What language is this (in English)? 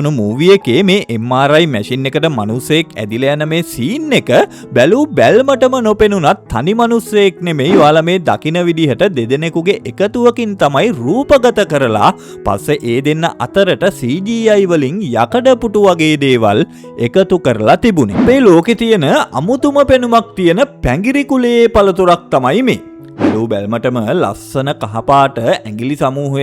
Sinhala